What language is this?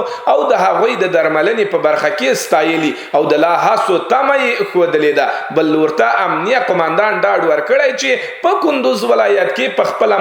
Pashto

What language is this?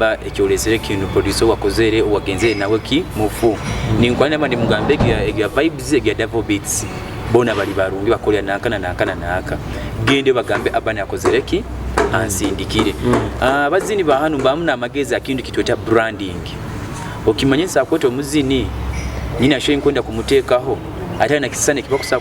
Nyoro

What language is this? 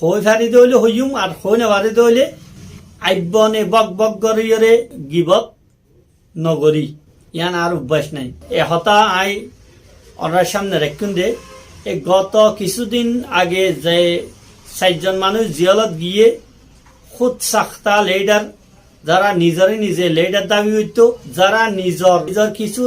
Rohingya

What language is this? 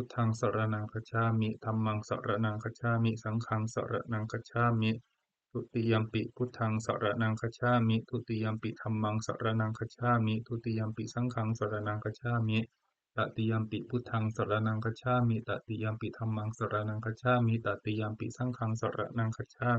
Pali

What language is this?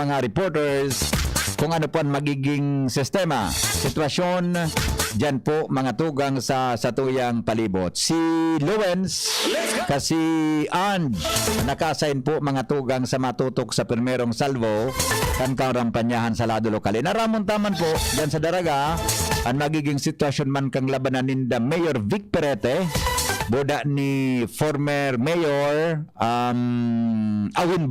Bikol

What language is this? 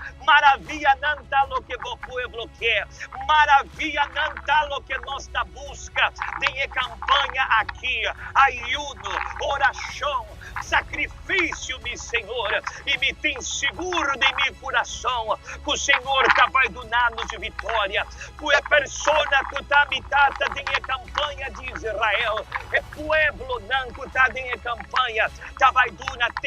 Papiamento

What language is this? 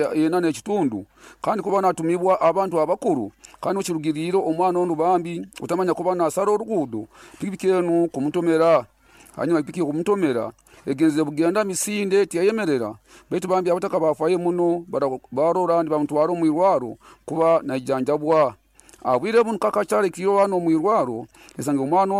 Nyoro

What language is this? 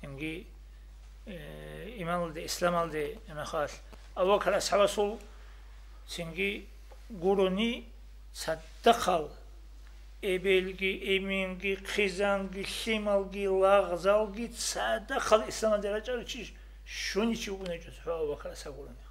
Avaric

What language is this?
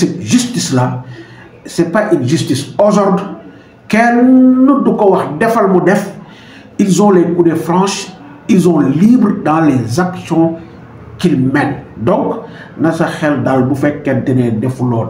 Wolof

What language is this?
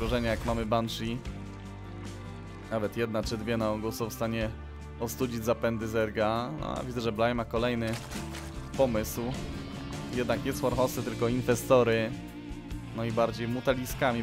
Polish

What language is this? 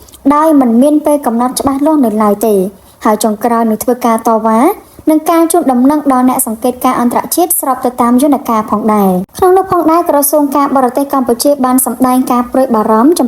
Khmer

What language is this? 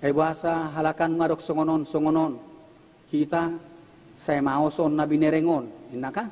Batak Toba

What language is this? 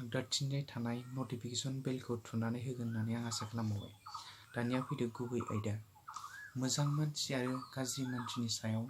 Bodo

